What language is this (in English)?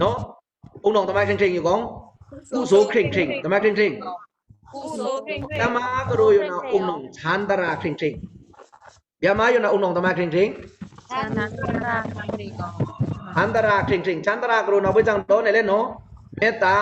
Pa'o Karen